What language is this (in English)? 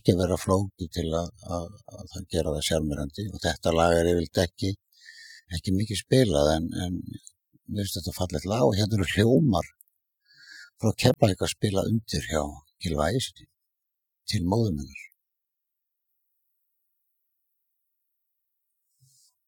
Icelandic